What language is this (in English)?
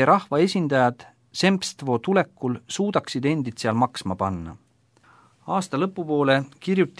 Estonian